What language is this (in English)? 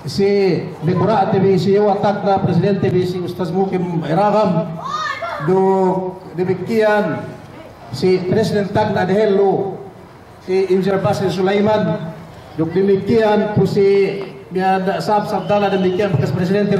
Yakan